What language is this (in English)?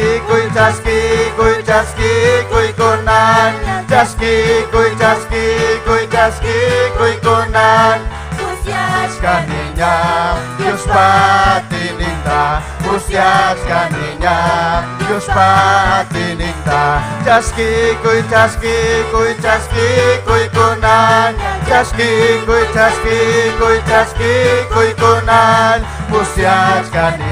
Ayacucho Quechua